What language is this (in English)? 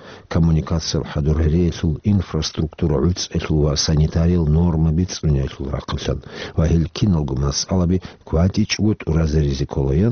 Avaric